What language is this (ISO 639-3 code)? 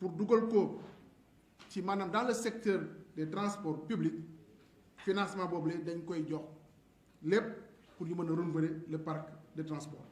wol